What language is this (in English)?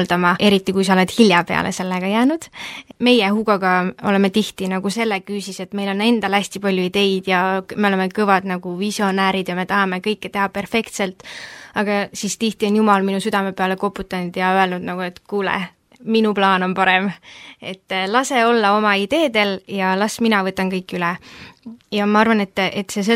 Estonian